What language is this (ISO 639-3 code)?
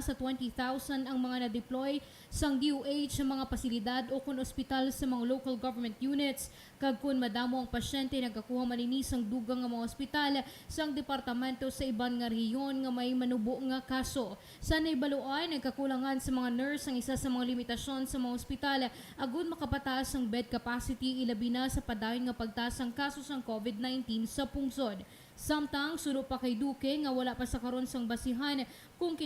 hil